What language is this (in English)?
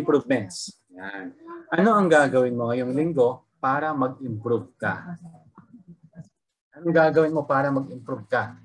Filipino